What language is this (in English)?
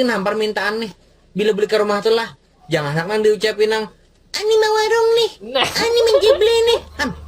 Banjar